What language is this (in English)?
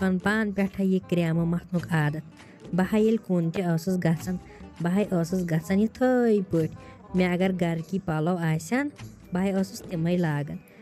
Kashmiri